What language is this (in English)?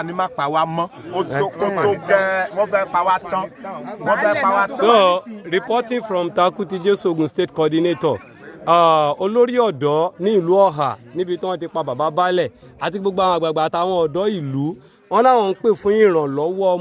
Yoruba